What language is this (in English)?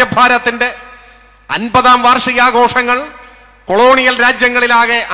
Malayalam